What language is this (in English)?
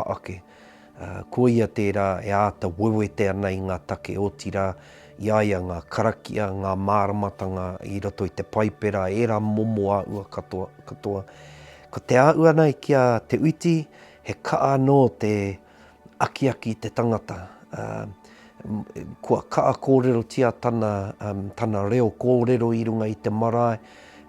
Māori